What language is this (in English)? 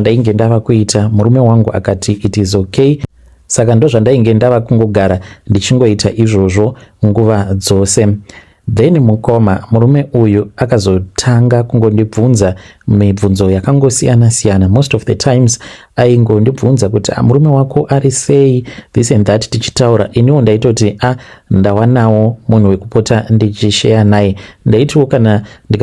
Shona